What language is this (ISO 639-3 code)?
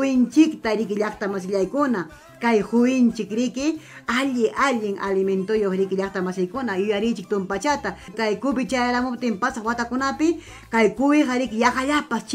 quy